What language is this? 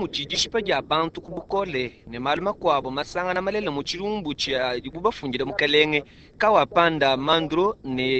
Luba-Lulua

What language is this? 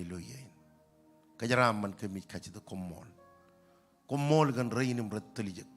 Marshallese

